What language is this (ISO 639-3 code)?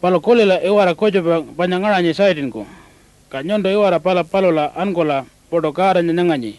pjt